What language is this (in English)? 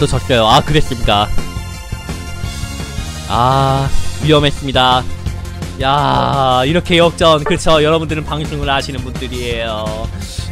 Korean